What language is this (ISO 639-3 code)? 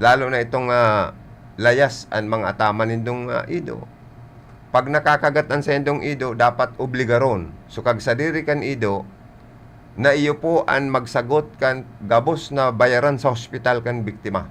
bik